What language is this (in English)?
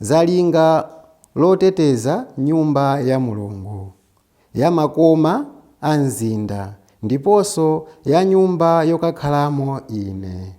Nyanja